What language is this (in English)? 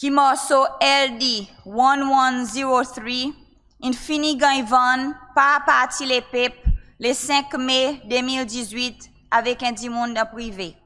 Seselwa Creole French